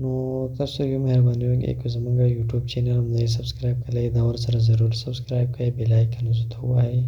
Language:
Pashto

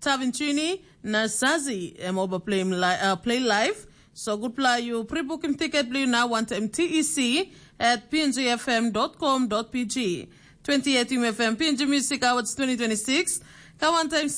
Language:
Tok Pisin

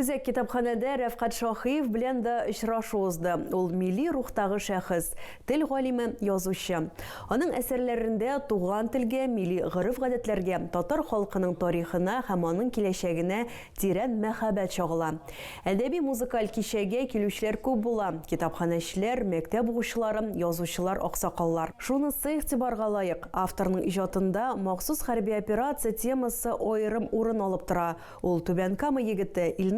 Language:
Tatar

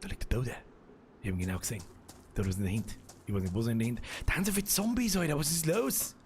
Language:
Bavarian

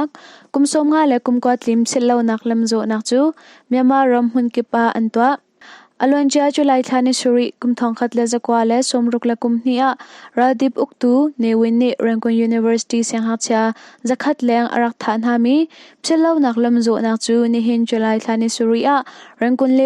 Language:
Hakha Chin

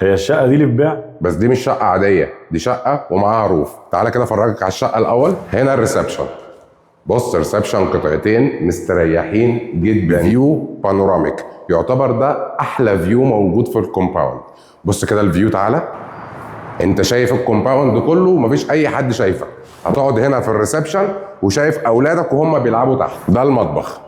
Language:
Egyptian Arabic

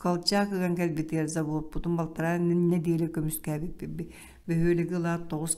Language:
Yakut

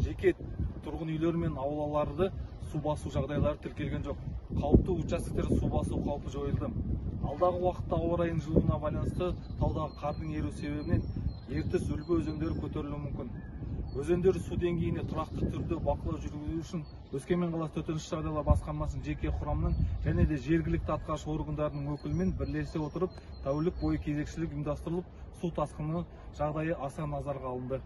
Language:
Kazakh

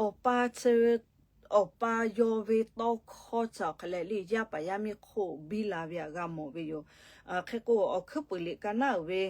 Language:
Lahu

